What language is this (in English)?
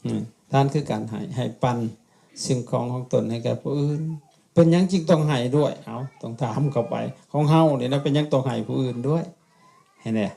Lao